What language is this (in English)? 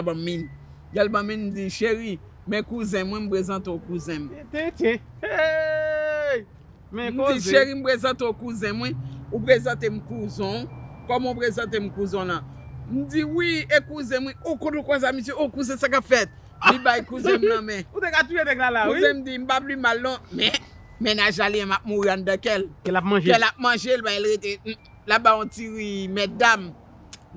Haitian Creole